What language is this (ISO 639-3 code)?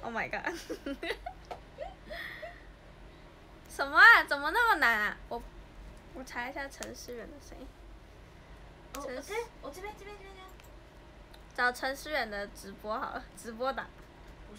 zho